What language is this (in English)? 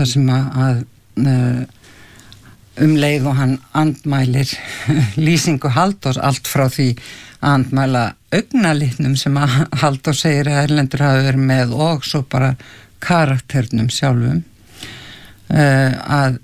Icelandic